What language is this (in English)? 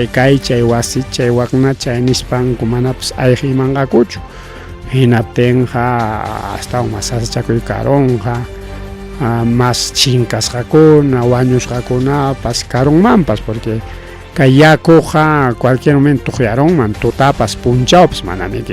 Ayacucho Quechua